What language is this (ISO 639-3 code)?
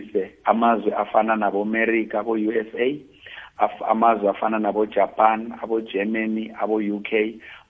nbl